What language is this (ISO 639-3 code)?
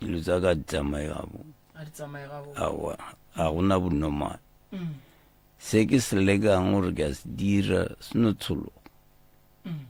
nso